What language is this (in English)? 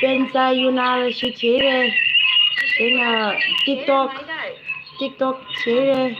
Tangkhul Naga (India)